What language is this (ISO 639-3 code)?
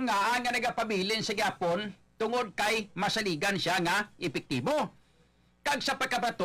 hil